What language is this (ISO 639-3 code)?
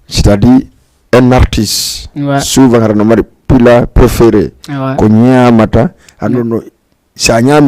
ful